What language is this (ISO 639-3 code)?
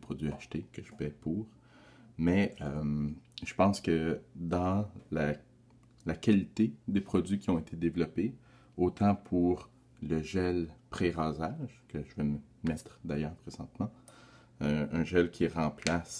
fra